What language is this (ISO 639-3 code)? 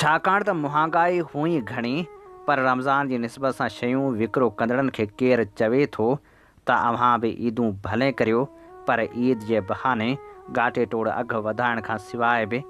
snd